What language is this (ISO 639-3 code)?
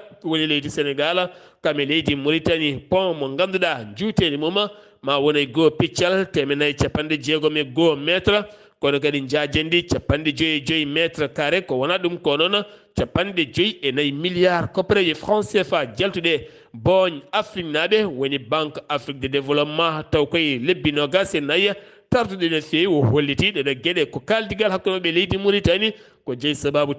ful